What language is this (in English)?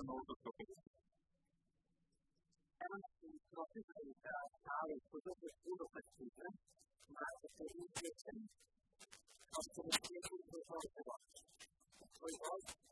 Serbian